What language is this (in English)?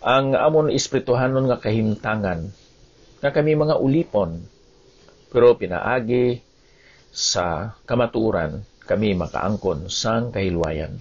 Hiligaynon